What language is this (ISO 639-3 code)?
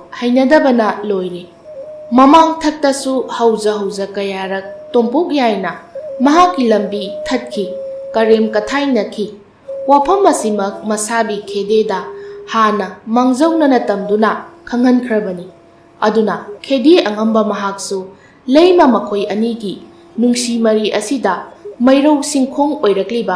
mni